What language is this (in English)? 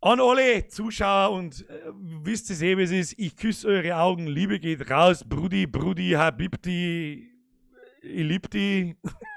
Bavarian